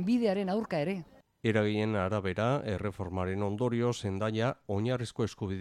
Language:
Basque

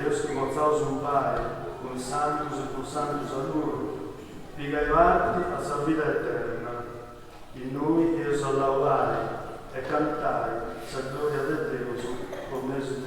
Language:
Sardinian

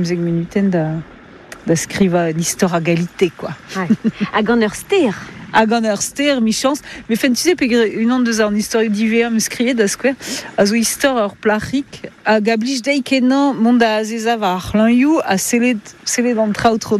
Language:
Breton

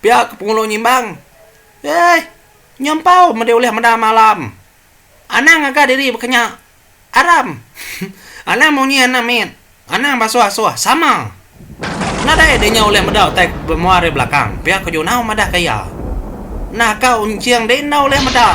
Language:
Iban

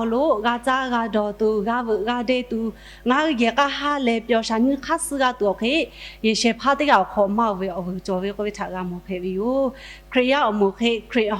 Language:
Lahu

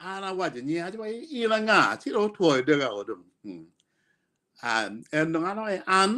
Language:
Acoli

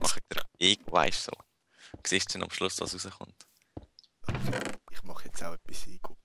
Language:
Swiss German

